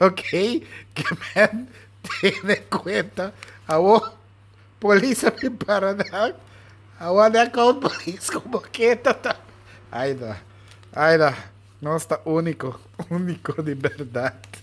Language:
Papiamento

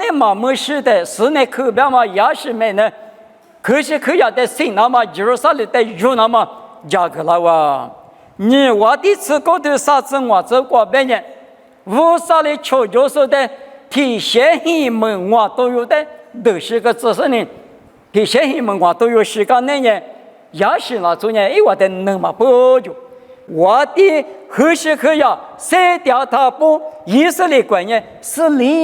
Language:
Lisu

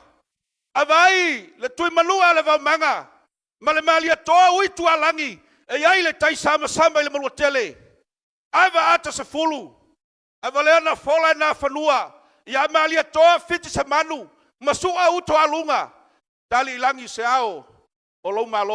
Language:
Samoan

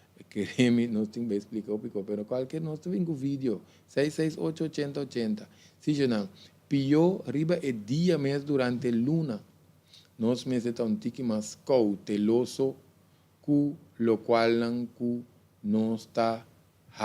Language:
Papiamento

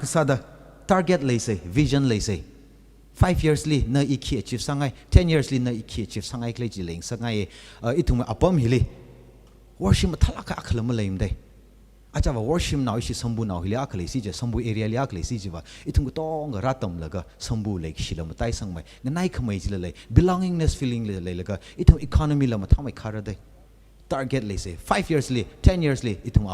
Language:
Tangkhul Naga (India)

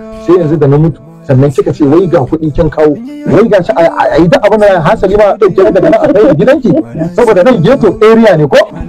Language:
Hausa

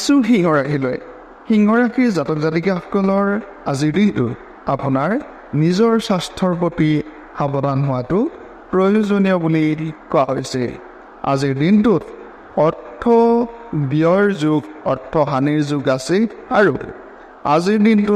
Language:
Assamese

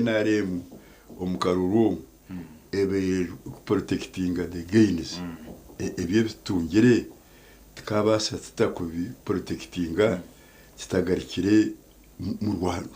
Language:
Nyankole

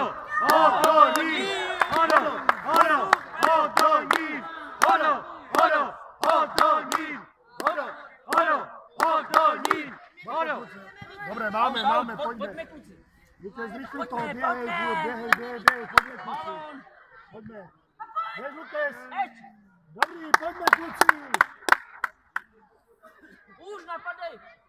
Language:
Czech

